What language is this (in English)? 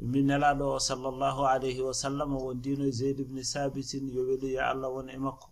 Fula